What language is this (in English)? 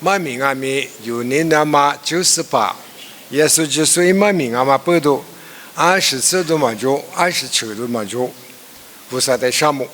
Lisu